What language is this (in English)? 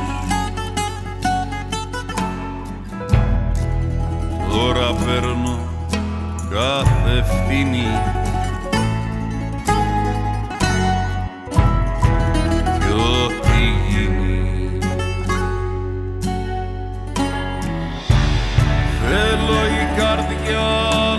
Greek